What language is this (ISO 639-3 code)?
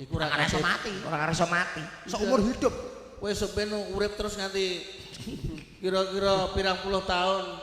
jav